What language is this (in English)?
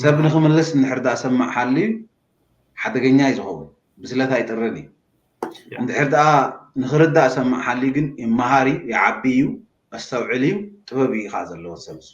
Tigrinya